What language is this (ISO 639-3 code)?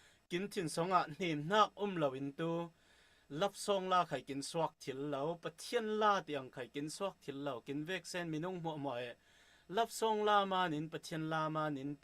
cfm